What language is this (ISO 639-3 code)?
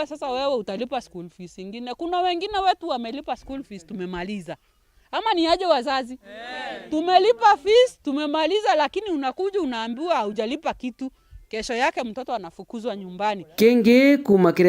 mer